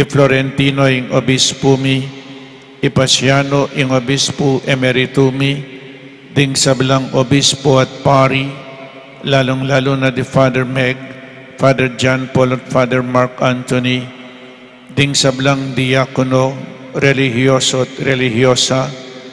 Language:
Pampanga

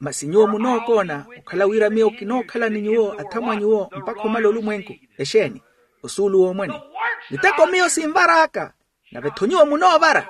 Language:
Makhuwa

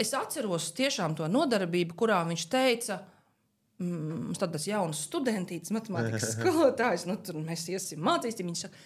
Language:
Latvian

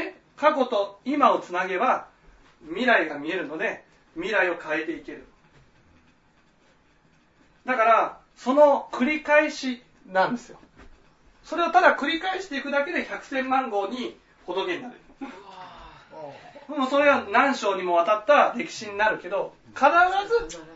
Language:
Japanese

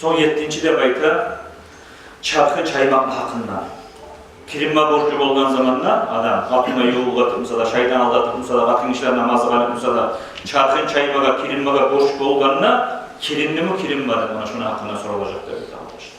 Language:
Kumyk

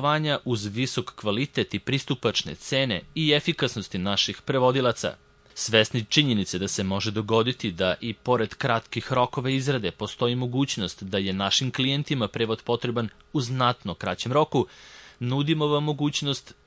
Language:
Serbian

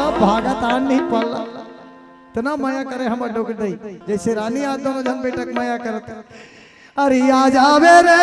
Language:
Chhattisgarhi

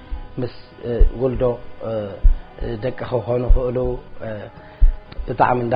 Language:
Tigrinya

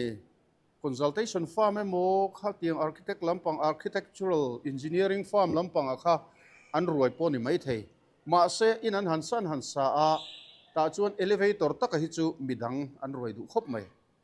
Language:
Mizo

